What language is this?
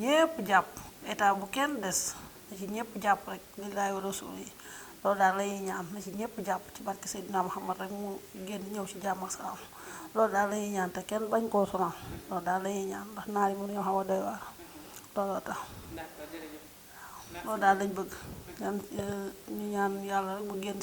Wolof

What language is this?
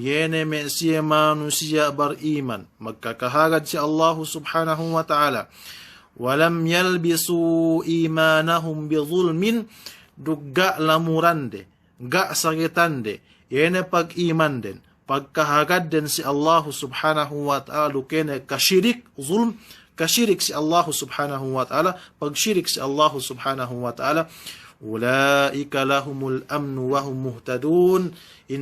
Yakan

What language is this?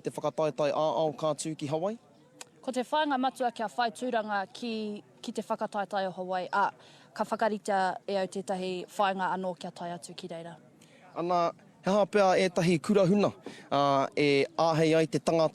Māori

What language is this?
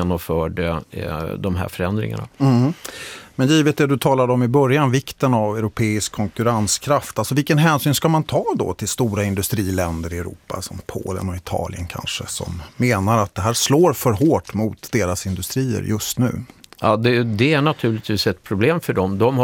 Swedish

